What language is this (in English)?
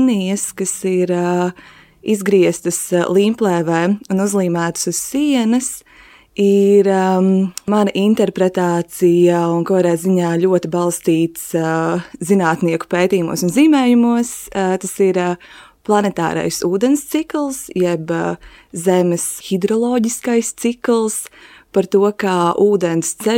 Latvian